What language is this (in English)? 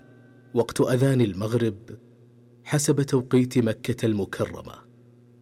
Arabic